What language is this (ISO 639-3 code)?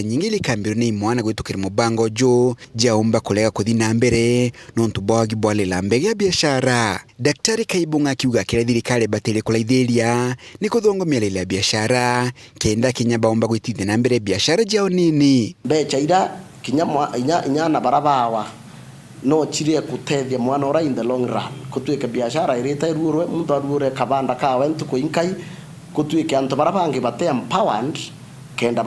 mer